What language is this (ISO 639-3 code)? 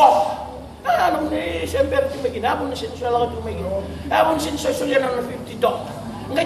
fij